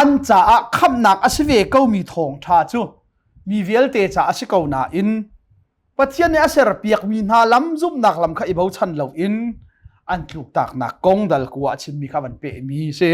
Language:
Hakha Chin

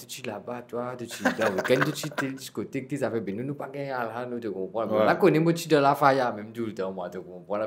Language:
Morisyen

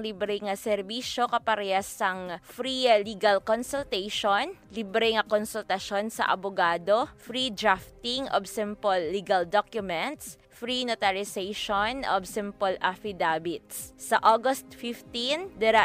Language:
Hiligaynon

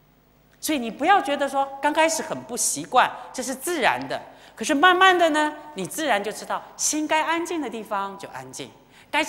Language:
Chinese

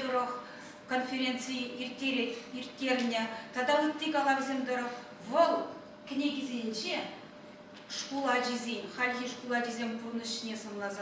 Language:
Chuvash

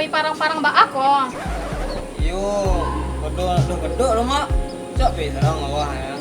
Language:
Minangkabau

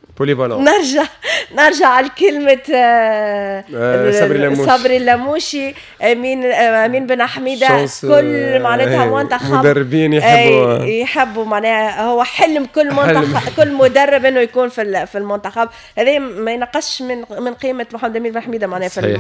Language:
Tunisian Arabic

